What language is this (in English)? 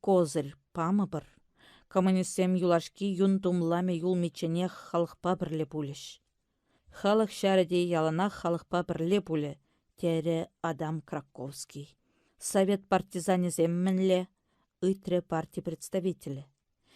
Chuvash